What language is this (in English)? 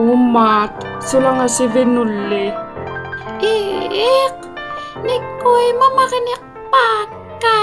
Inuktitut